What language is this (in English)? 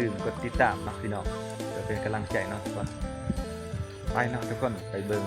Lao